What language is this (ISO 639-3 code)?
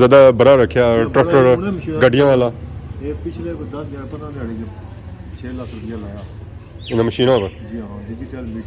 phr